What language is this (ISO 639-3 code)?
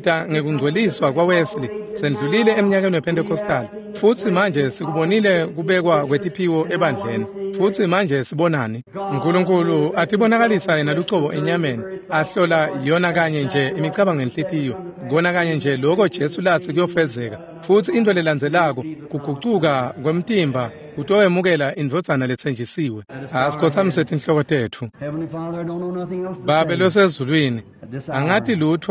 ssw